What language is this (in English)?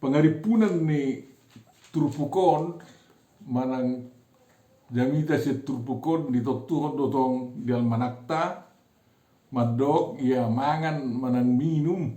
Batak Toba